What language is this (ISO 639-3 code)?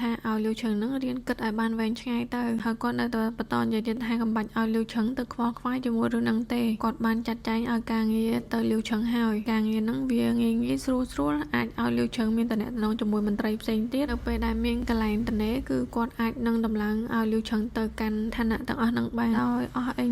khm